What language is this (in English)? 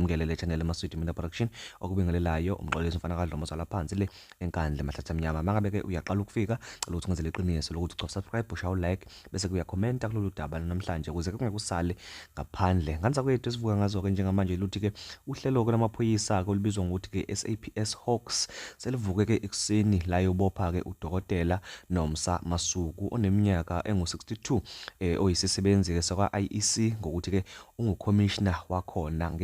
Zulu